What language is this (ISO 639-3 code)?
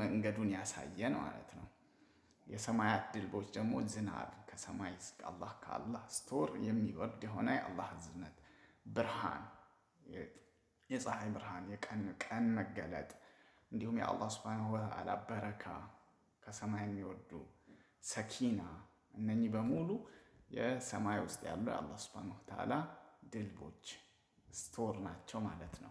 amh